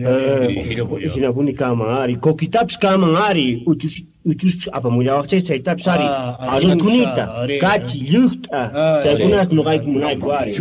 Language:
Quechua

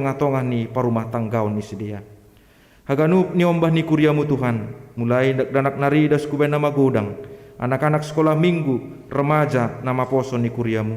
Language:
Batak Simalungun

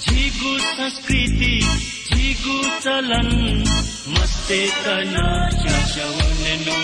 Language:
Newari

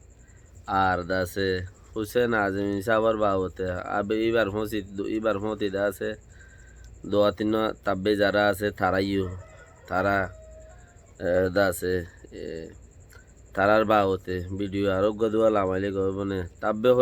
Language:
Rohingya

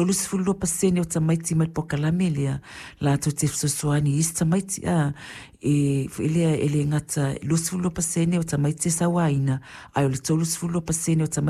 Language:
Samoan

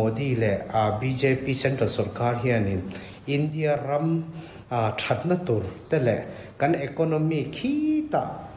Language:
Mizo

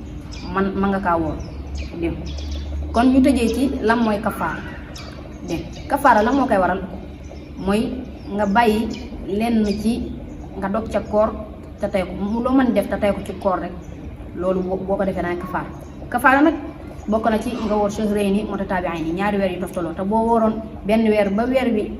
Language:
Wolof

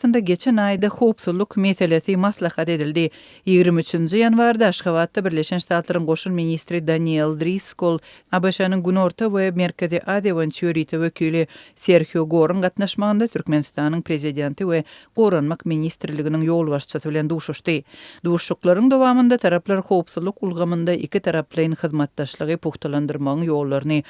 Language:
Turkmen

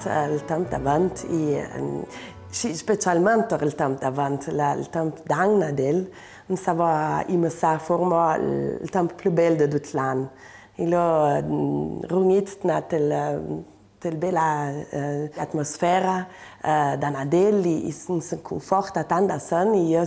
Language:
Ladin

